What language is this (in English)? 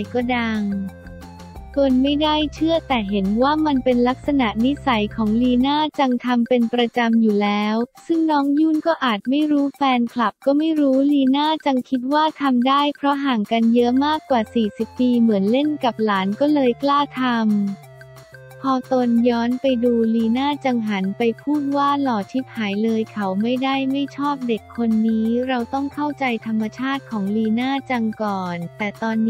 Thai